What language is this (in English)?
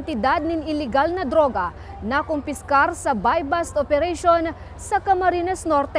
Bikol